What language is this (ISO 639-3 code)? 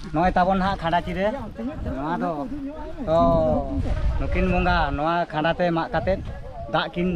sat